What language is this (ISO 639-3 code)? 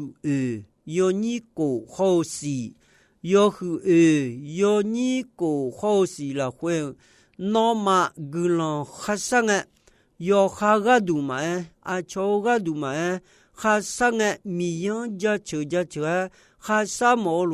ahk